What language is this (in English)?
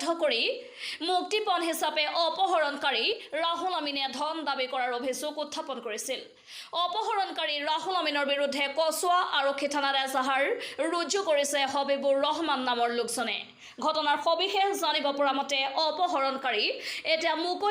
Assamese